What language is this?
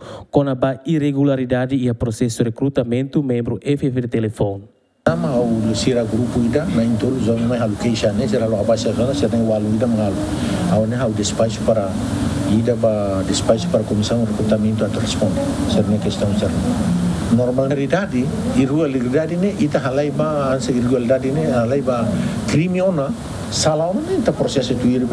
Tetum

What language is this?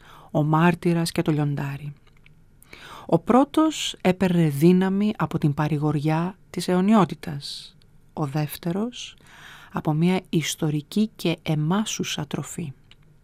Greek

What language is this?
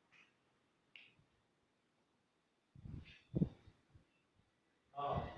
Min Nan Chinese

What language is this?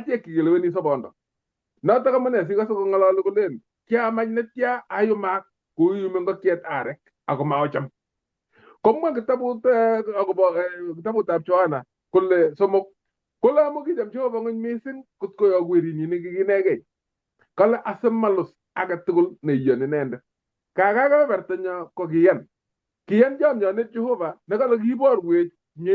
Kalenjin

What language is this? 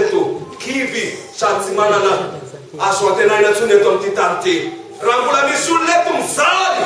Malagasy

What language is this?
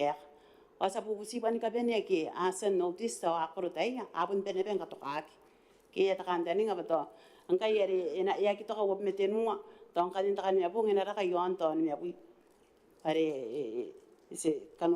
Gilbertese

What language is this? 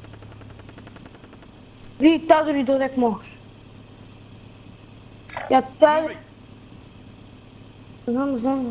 Bulgarian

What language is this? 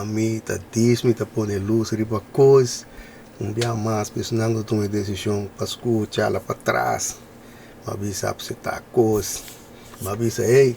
Papiamento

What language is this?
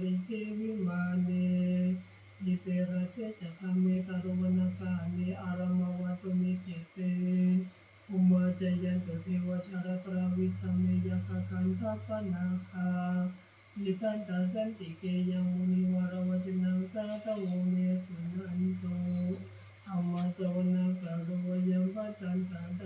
Pali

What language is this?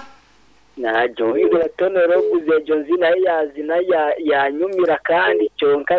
Nyankole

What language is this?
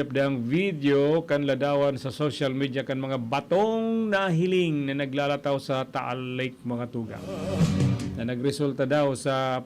Bikol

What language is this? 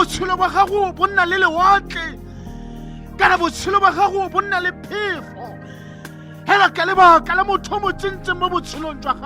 Tswana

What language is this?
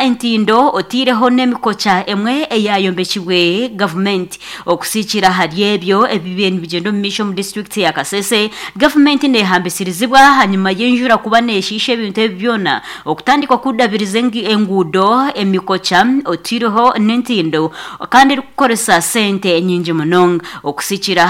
Nyankole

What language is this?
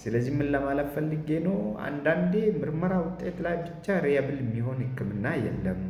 Amharic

